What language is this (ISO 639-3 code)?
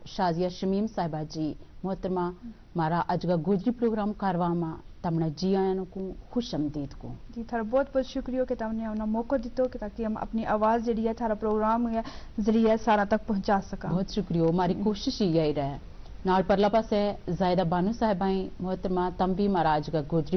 gju